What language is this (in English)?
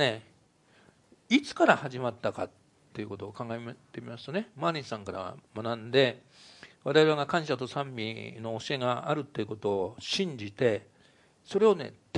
Japanese